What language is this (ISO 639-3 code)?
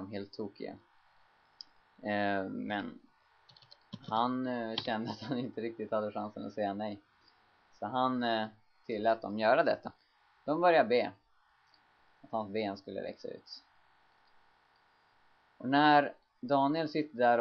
swe